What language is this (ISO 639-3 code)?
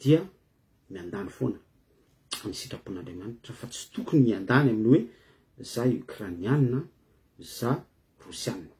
mlg